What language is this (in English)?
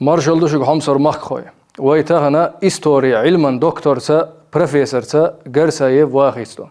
Chechen